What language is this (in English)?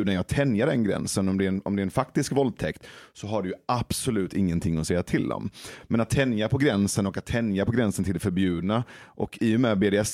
Swedish